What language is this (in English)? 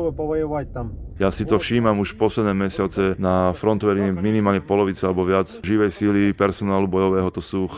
Slovak